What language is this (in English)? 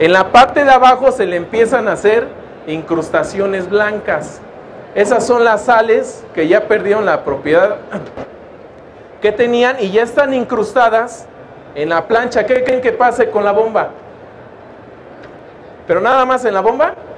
Spanish